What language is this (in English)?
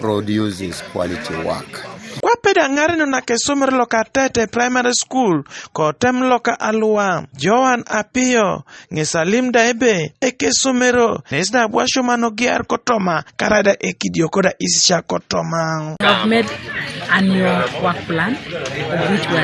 Teso